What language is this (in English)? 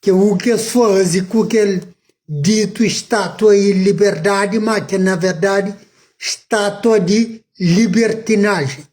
Kabuverdianu